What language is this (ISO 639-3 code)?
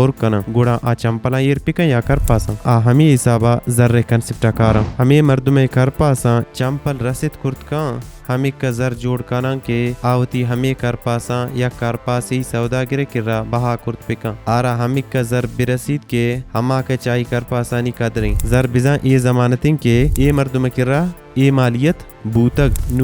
bal